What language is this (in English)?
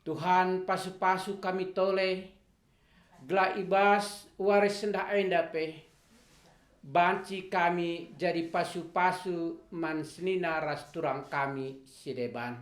Batak Karo